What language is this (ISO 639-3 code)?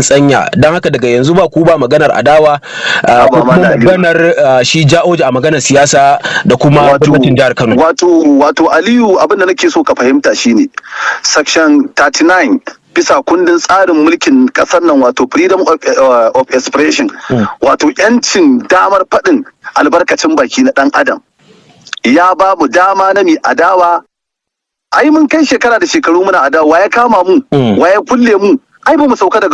hau